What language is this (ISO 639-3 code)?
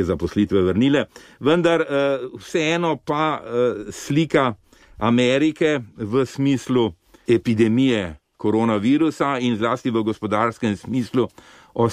slv